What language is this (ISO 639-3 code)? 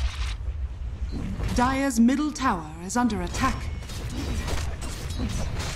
eng